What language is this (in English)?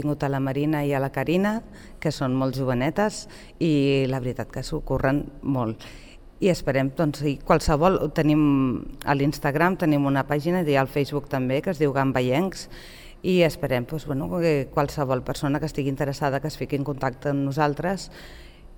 Catalan